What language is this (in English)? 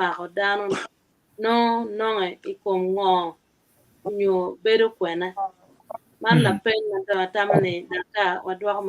Acoli